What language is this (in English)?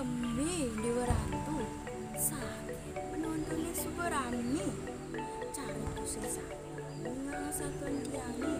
Balinese